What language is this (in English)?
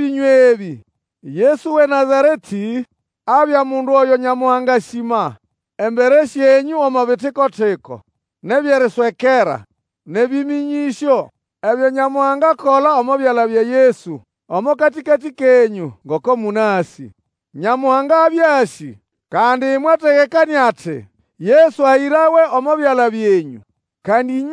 Nande